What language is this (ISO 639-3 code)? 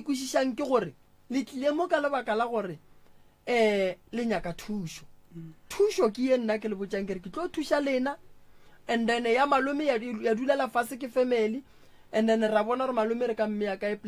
nso